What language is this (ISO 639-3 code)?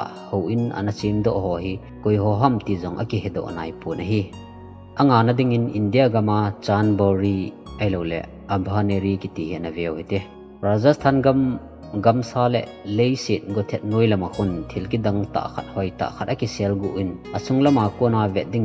tcz